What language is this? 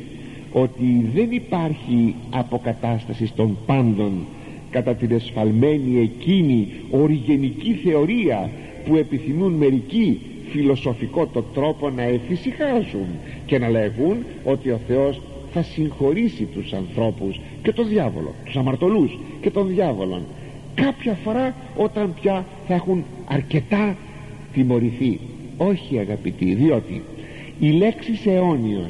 Greek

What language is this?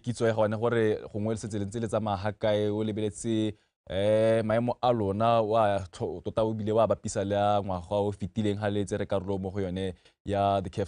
Tswana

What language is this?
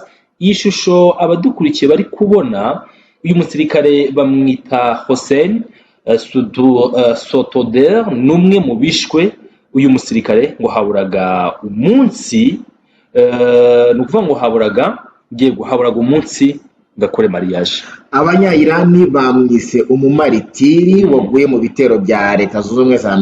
Kinyarwanda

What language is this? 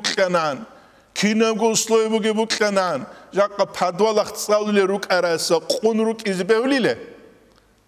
Avaric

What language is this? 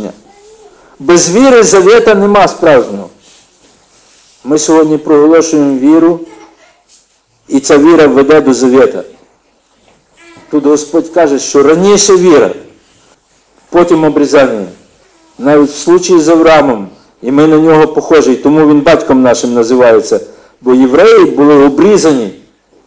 Ukrainian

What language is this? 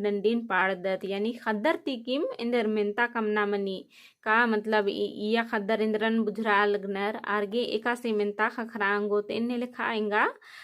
Kurukh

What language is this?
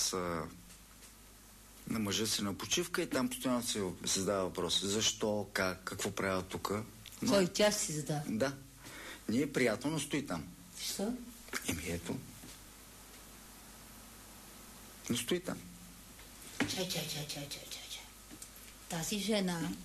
Bulgarian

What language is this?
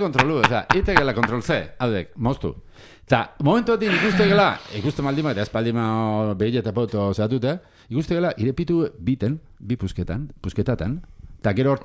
Basque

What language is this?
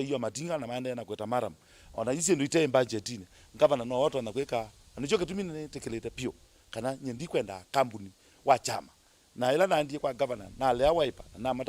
Kamba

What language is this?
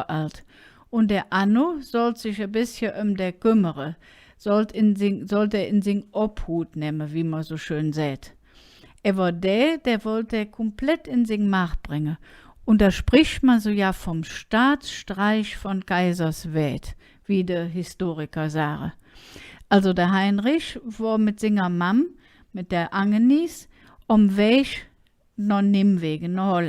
Colognian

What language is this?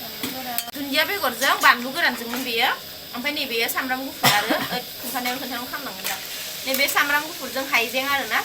Bodo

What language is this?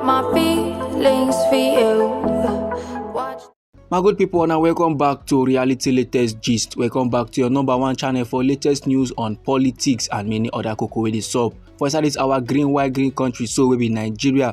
Nigerian Pidgin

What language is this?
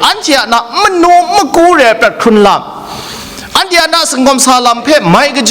Kachin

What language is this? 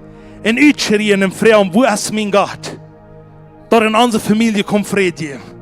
Plautdietsch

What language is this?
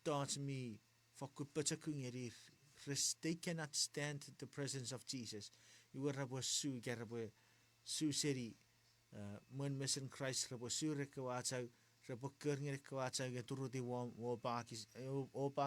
Chuukese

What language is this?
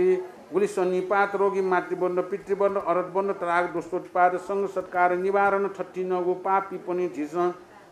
Newari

